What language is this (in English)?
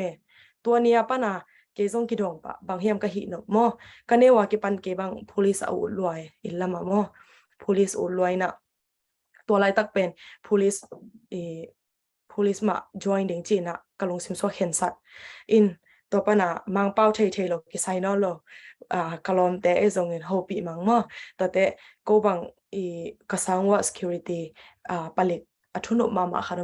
Tedim Chin